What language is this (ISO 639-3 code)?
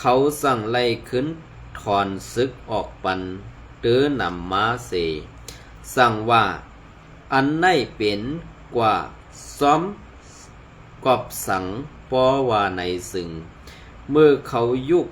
shn